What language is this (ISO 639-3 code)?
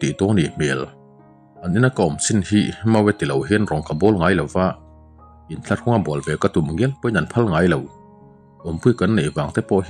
lus